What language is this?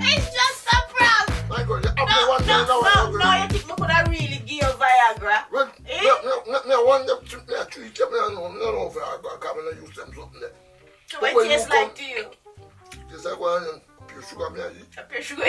Jamaican Creole English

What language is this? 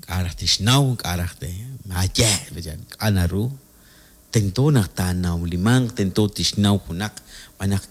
Kekchí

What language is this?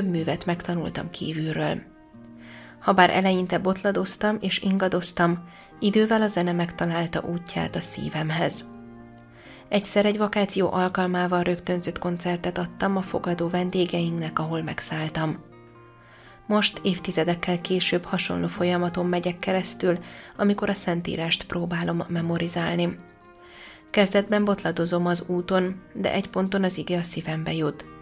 Hungarian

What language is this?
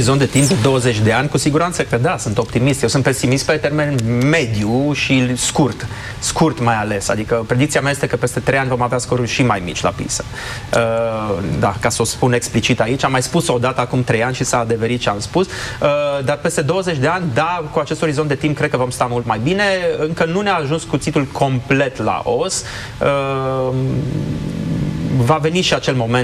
Romanian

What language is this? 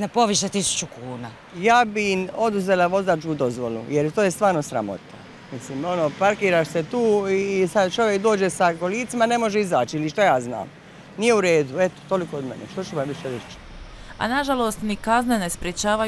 Croatian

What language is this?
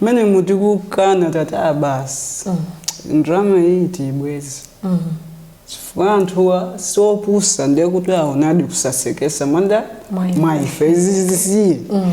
Nyanja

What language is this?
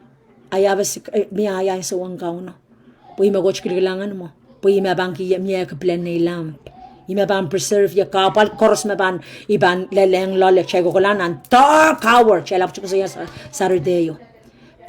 Pohnpeian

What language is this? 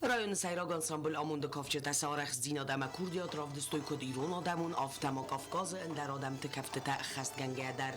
Ossetic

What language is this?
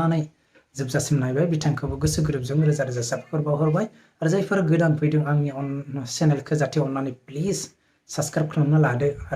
Bodo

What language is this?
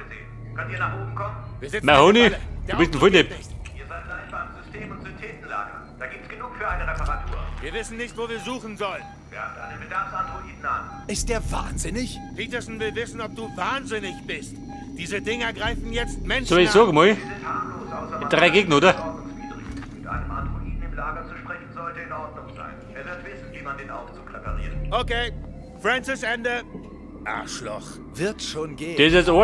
Bavarian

